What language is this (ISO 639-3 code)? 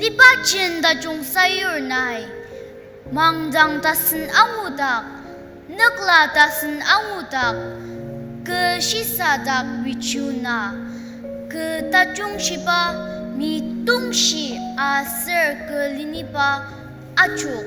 njo